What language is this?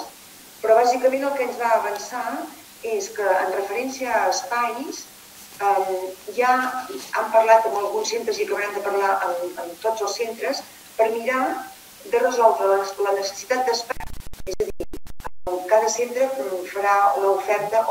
Catalan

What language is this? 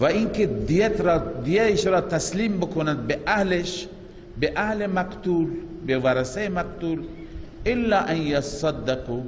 Persian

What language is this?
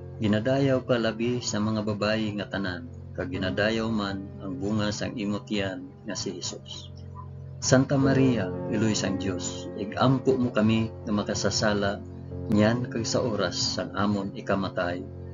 Hiligaynon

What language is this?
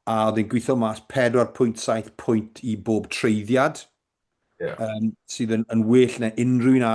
Welsh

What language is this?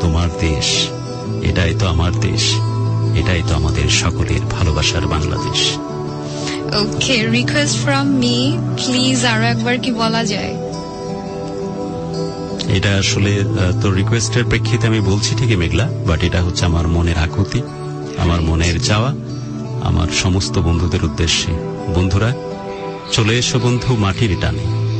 Bangla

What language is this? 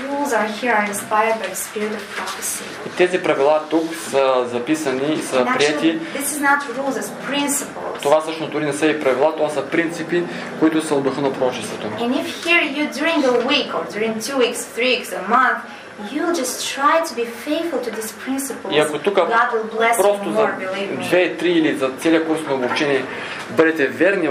Bulgarian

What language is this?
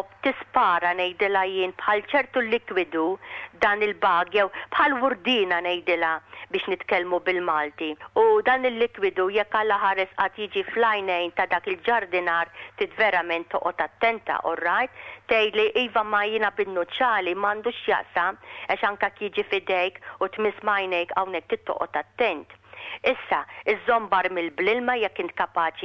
Maltese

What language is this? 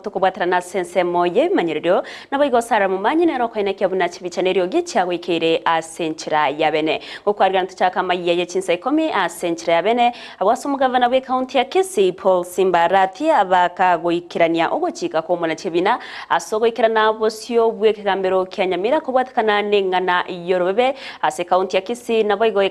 Gusii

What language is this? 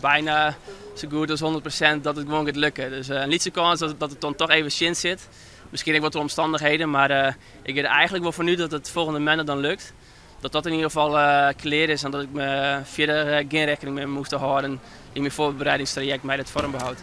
Western Frisian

